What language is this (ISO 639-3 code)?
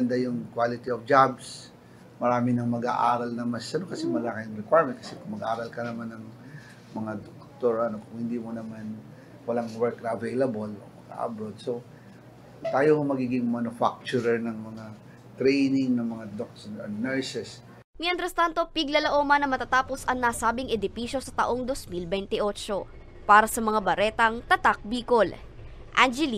bik